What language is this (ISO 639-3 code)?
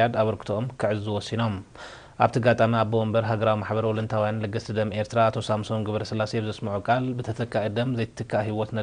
tir